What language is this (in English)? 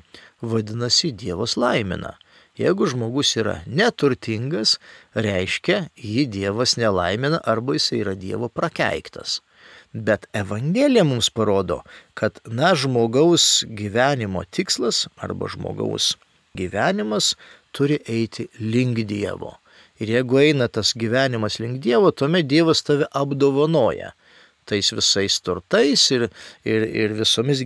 Lithuanian